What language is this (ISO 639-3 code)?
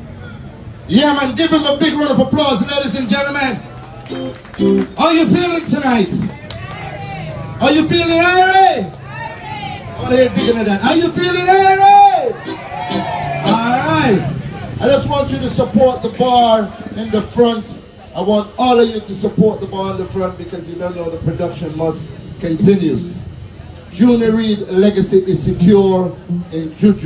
eng